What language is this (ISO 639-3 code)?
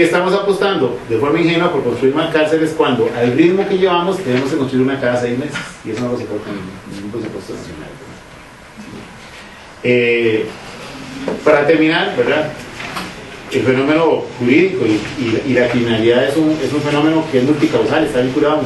spa